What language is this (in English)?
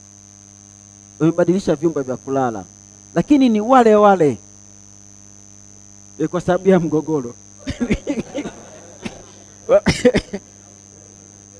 Swahili